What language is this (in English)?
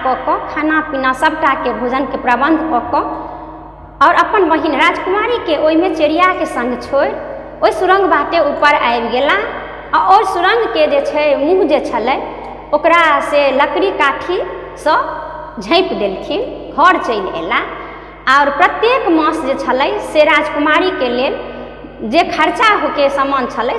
Maithili